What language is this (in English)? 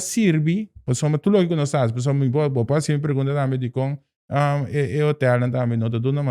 Papiamento